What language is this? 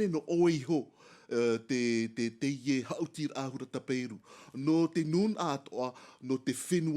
Tahitian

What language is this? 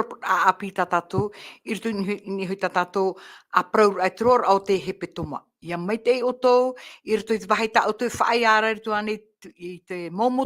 Tahitian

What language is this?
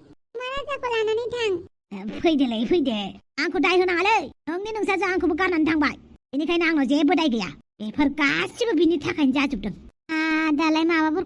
Bodo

